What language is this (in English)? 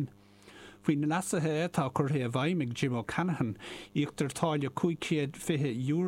Irish